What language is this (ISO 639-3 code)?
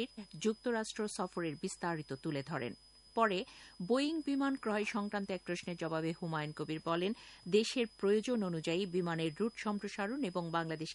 ben